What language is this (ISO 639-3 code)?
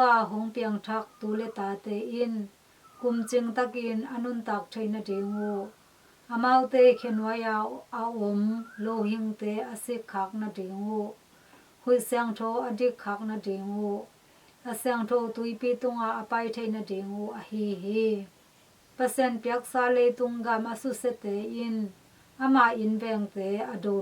ctd